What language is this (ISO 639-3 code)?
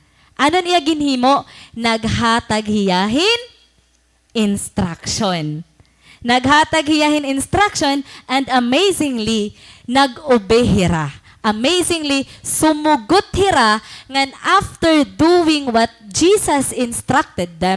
war